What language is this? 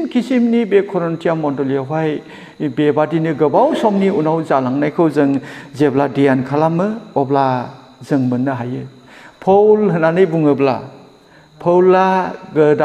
Bodo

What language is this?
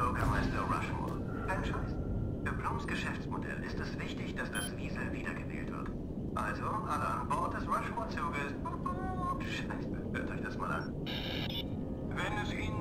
Bavarian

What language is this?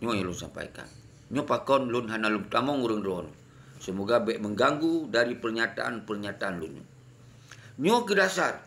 Achinese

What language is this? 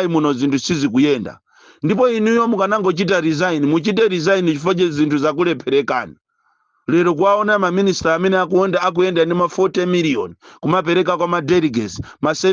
Nyanja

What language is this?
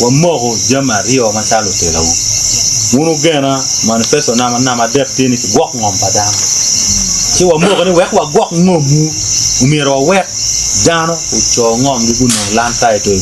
Acoli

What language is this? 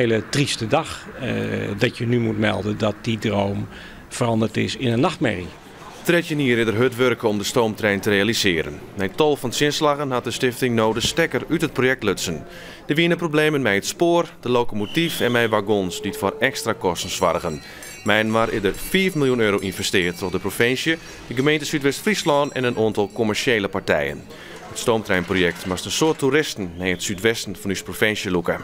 Western Frisian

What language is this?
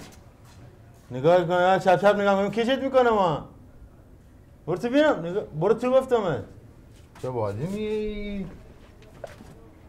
Persian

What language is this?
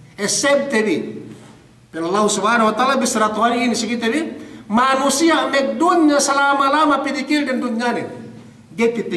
Yakan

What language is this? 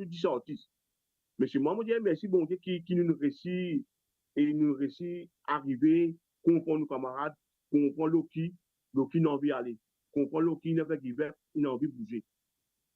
Morisyen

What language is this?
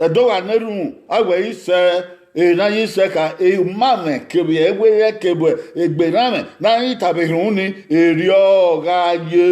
Bini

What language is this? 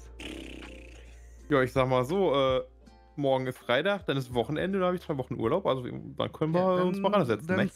German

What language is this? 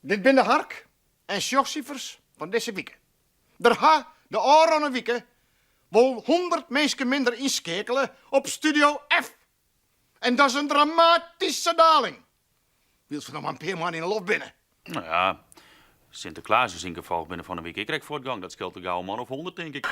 Western Frisian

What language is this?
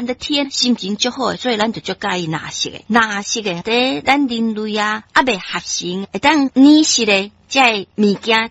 Min Nan Chinese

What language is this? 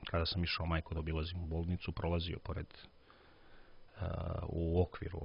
Serbian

